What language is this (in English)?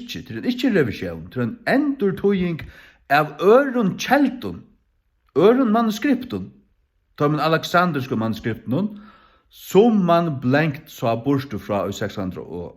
Faroese